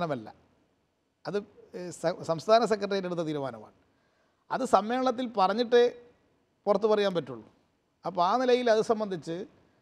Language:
Malayalam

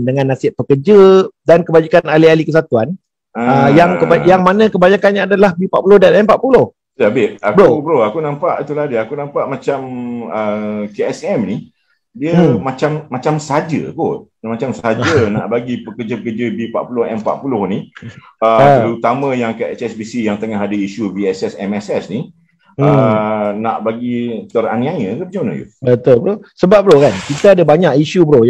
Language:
Malay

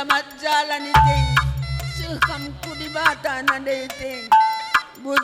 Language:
Batak Karo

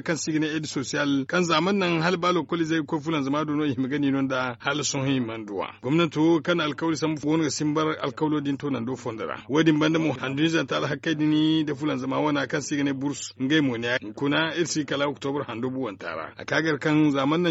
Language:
Zarma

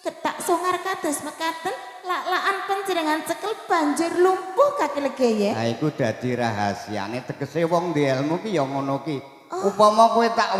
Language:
Javanese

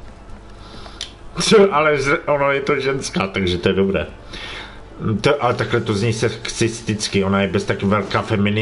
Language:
Czech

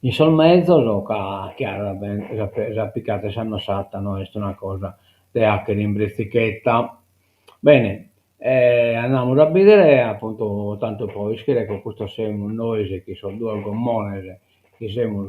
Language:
Sardinian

